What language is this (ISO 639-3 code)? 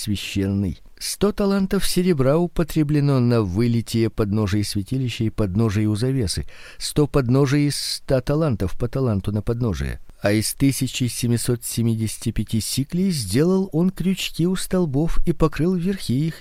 rus